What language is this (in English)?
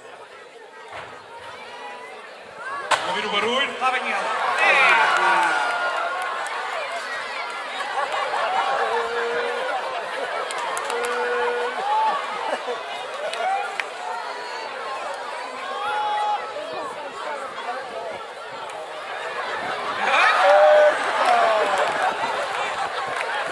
Portuguese